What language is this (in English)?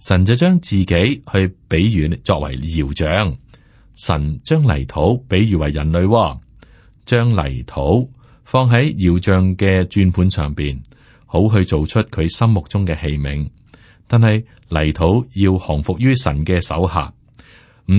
Cantonese